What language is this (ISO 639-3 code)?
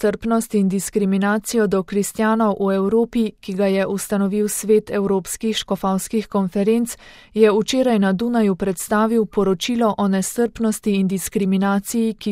slv